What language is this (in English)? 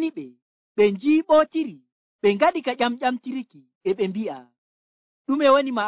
Nigerian Fulfulde